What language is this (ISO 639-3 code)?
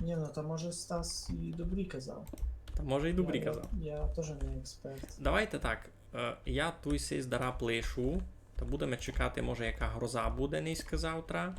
rue